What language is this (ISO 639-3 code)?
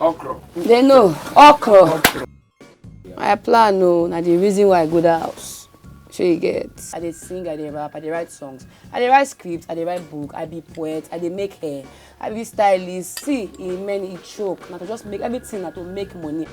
pcm